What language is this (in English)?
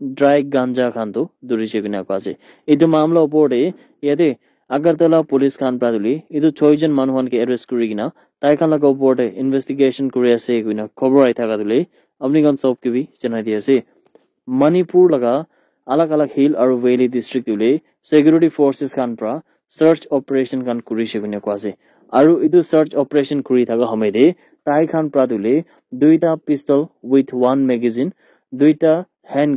Naga Pidgin